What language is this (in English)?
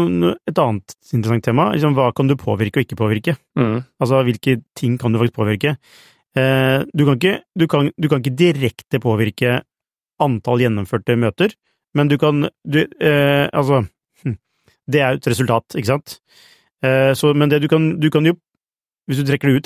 Norwegian